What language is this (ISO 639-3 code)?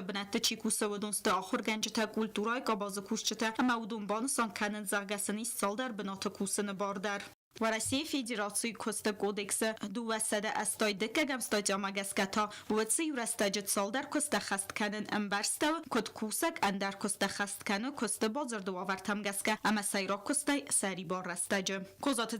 oss